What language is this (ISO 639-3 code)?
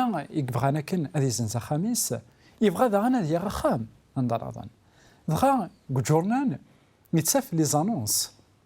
kab